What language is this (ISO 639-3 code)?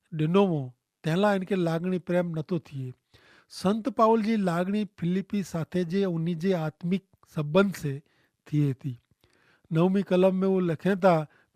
kfr